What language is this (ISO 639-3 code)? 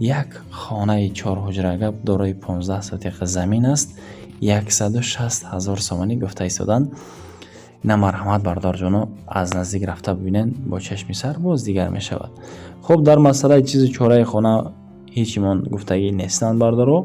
tgk